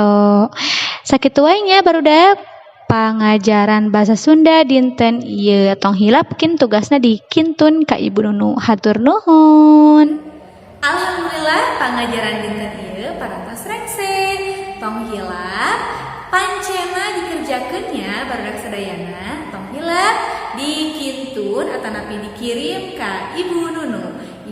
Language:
Sundanese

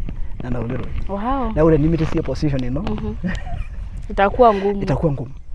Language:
Masai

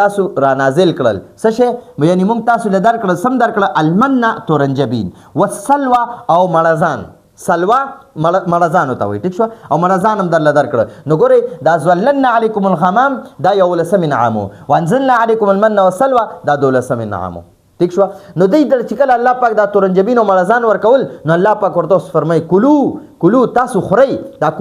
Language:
Pashto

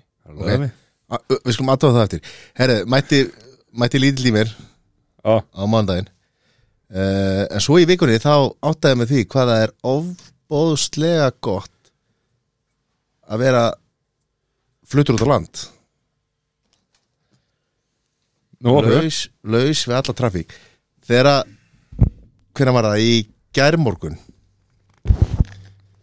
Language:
Icelandic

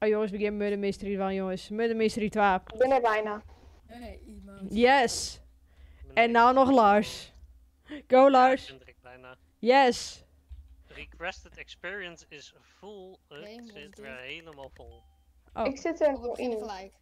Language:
Western Frisian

